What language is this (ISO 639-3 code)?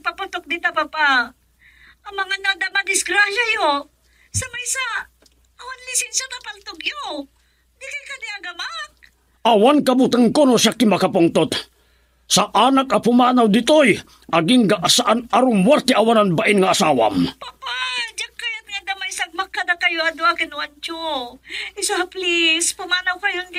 ilo